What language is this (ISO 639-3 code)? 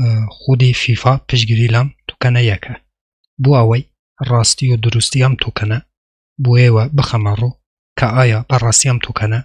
ckb